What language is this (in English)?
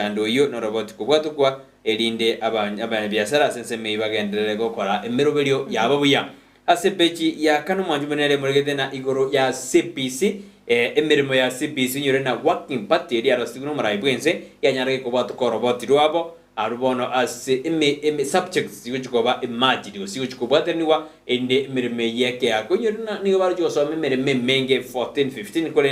Gusii